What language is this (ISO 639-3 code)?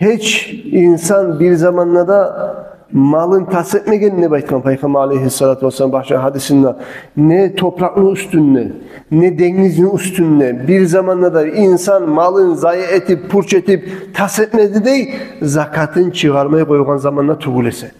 kum